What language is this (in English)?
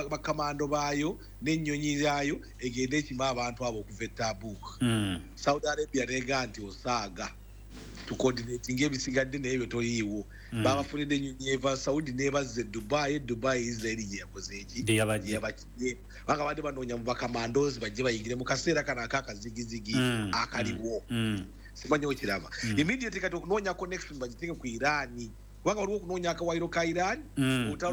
Ganda